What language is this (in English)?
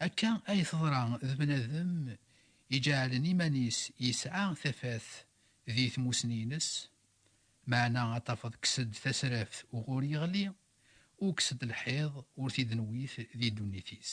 Kabyle